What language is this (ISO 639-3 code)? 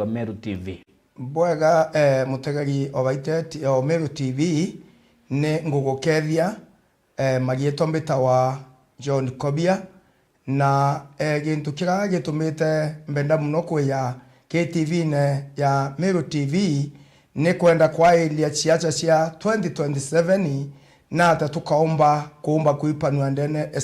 mer